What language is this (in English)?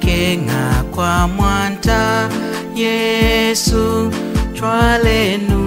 Lunda